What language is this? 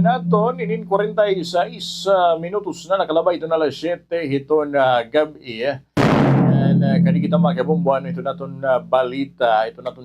Waray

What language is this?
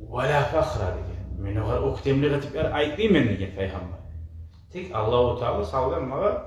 Kumyk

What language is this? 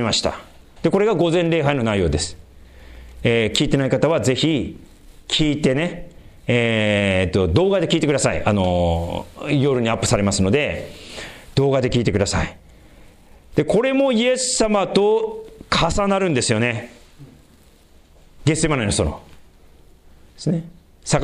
Japanese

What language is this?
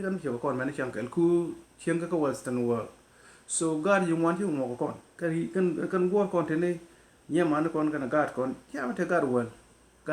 Nuer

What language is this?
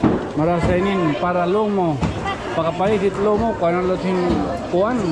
Waray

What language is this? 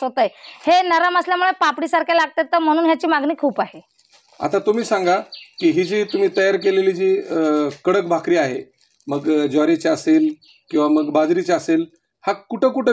Marathi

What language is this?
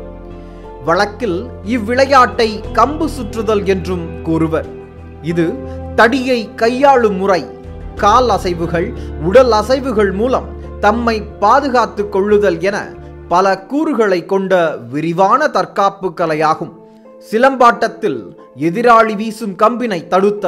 Tamil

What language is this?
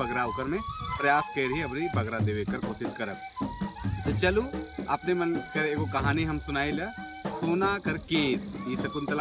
Sadri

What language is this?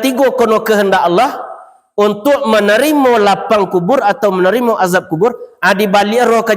Minangkabau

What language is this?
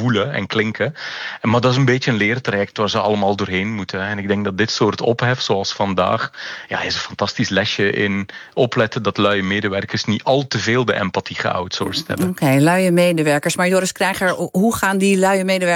Dutch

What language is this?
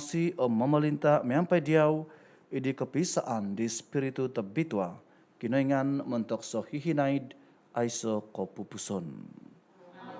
Central Dusun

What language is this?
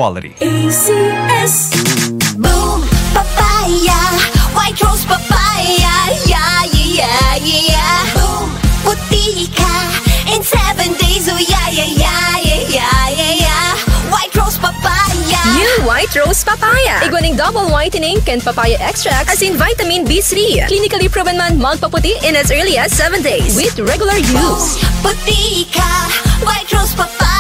Bikol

